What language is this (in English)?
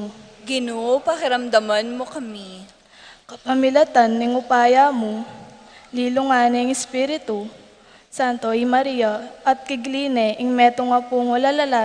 Pampanga